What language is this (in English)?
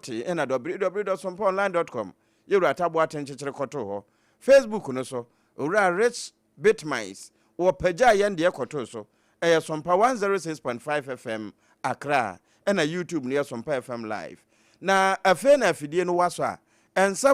Akan